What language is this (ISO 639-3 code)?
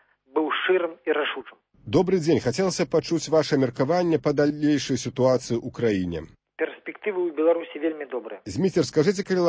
bel